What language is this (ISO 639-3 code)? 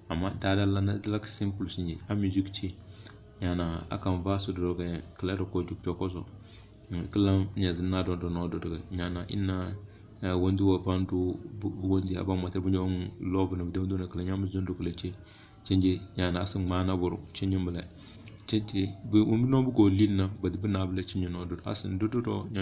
kdh